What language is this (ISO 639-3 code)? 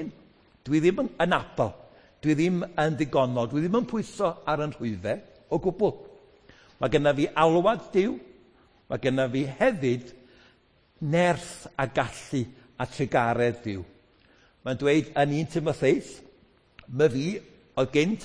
cym